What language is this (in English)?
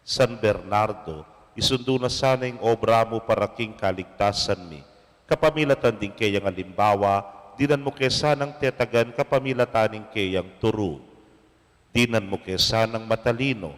Pampanga